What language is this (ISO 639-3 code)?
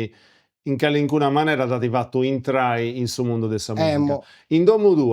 srd